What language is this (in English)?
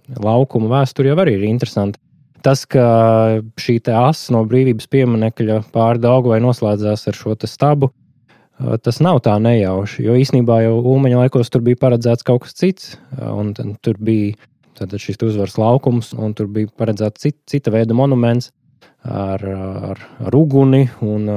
Latvian